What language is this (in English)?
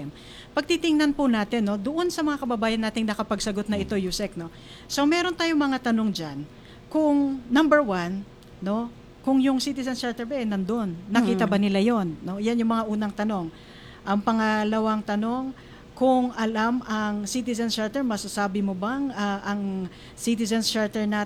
Filipino